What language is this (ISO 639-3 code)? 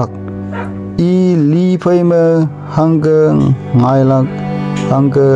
nbe